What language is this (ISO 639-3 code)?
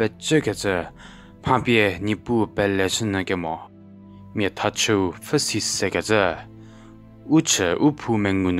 njm